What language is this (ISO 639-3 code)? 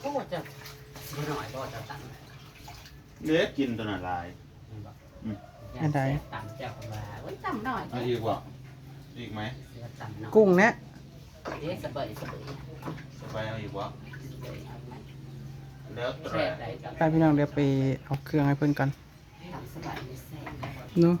tts